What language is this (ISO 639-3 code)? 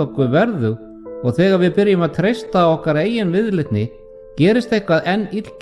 isl